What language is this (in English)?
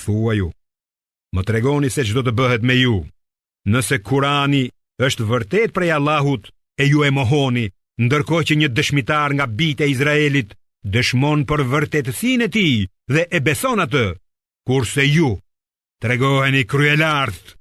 Albanian